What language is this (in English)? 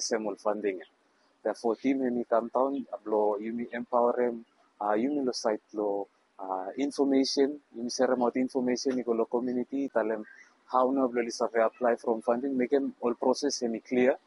Bislama